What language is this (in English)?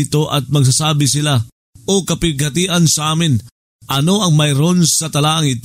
Filipino